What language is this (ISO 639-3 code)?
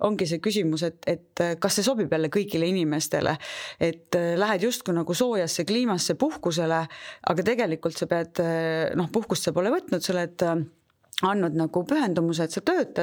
est